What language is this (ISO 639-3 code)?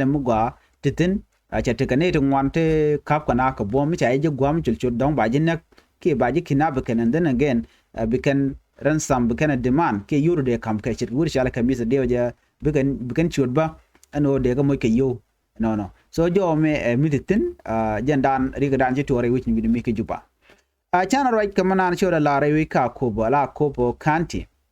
nus